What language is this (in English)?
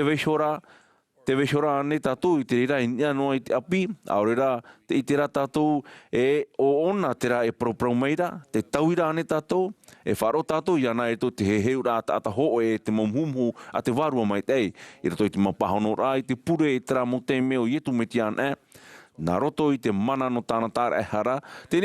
Tahitian